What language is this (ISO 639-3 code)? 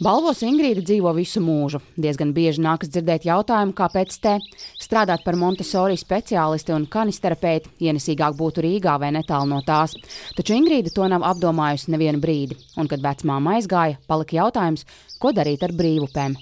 lav